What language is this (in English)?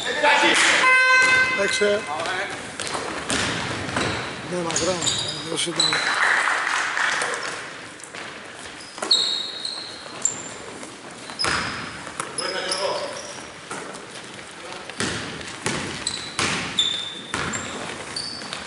Greek